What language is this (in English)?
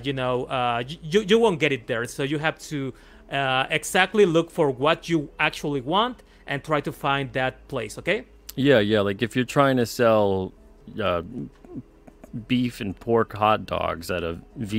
English